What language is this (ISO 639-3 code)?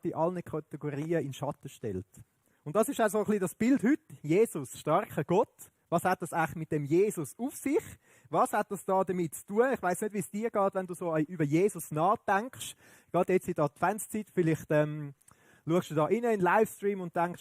gsw